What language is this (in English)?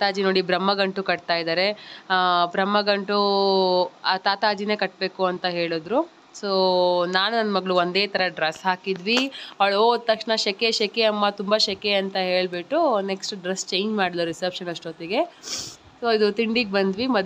Kannada